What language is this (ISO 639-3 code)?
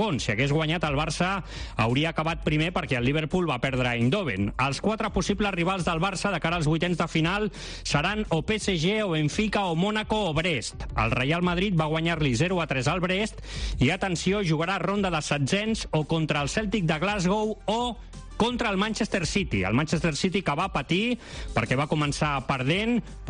cat